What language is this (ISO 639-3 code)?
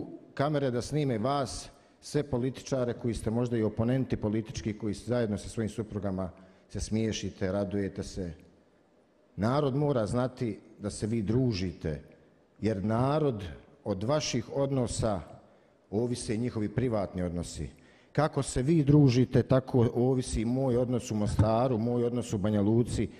bos